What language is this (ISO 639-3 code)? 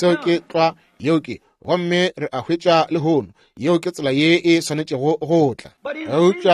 nso